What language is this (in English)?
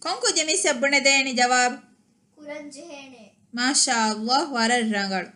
Divehi